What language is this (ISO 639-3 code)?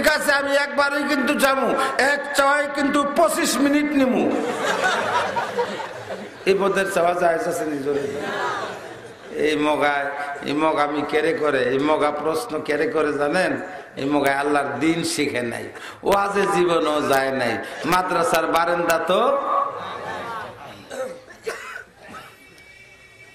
ben